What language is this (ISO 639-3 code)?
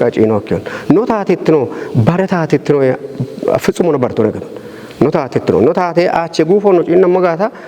kbr